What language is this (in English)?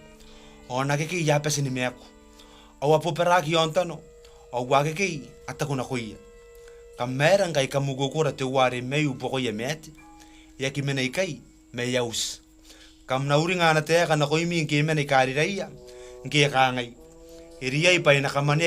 Gilbertese